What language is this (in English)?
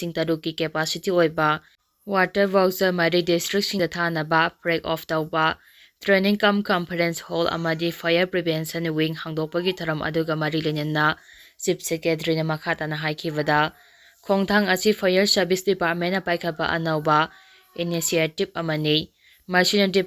Manipuri